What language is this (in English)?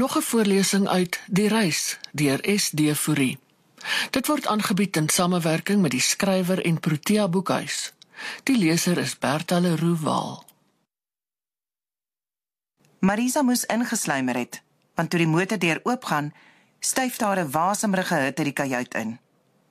Afrikaans